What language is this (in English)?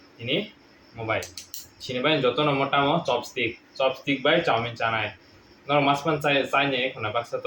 Kok Borok